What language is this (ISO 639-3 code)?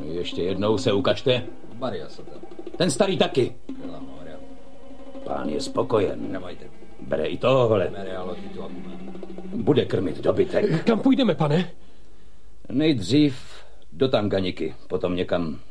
ces